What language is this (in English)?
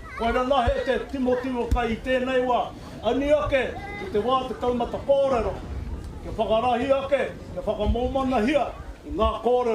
Māori